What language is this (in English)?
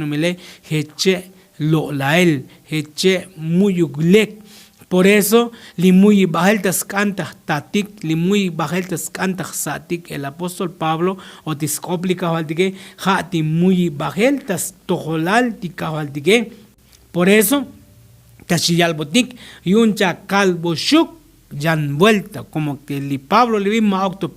Tzotzil